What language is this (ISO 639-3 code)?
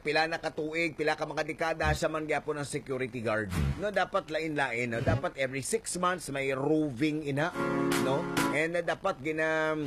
hil